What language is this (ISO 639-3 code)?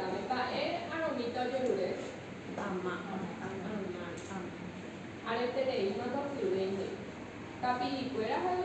grn